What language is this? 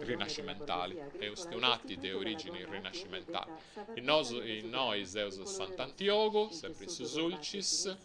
Sardinian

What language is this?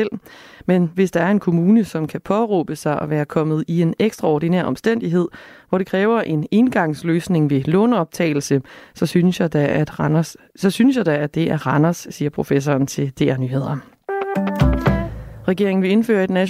Danish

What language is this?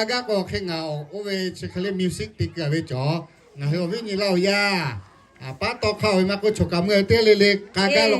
Lahu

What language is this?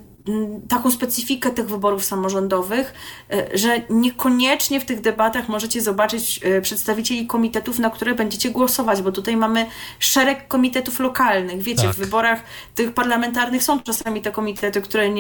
Polish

